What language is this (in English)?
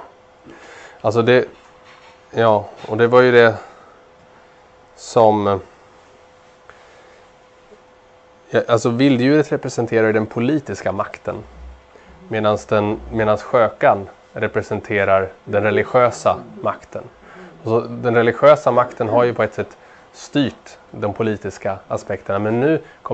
Swedish